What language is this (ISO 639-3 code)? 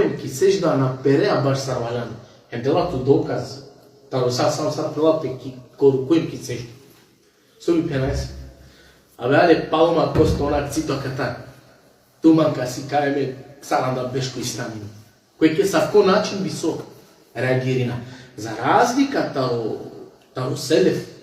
rmn